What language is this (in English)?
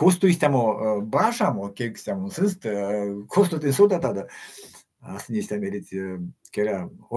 Erzya